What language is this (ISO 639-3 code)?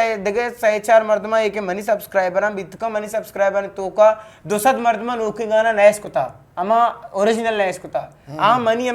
bgp